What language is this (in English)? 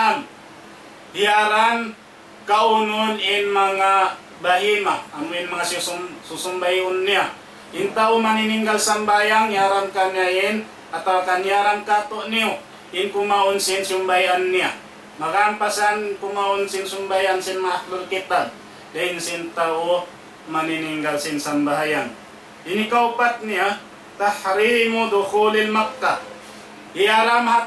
Tausug